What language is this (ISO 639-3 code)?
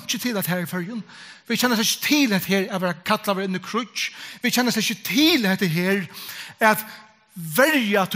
fao